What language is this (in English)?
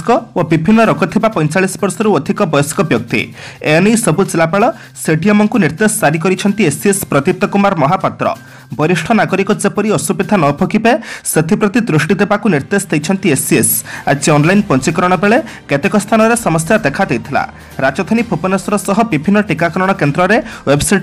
Odia